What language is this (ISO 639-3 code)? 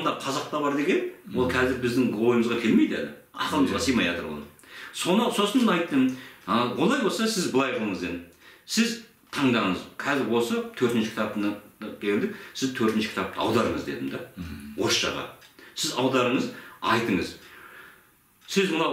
kaz